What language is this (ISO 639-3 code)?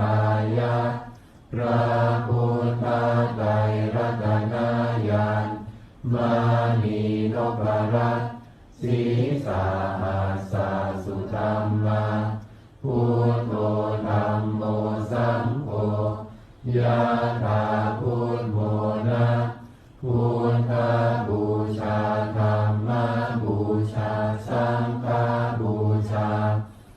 pli